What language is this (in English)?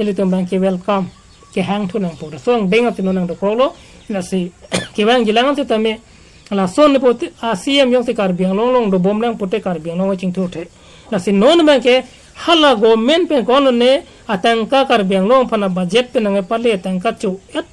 Karbi